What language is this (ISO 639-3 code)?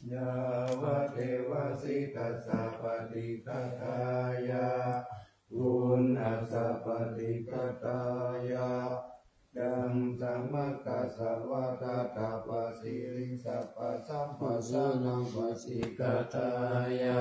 pli